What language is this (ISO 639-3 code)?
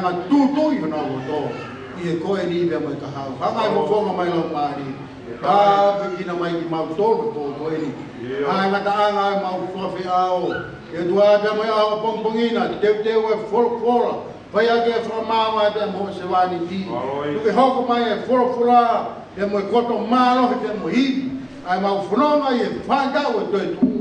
ton